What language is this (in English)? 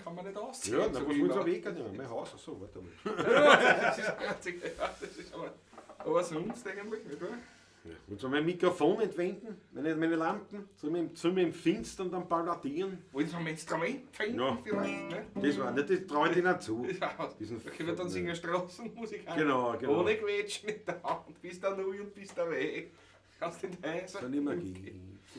Bavarian